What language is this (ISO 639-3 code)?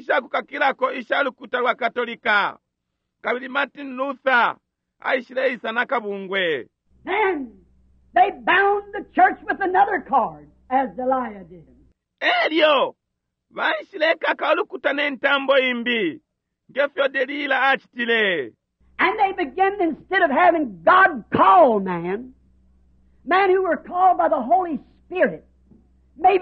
bem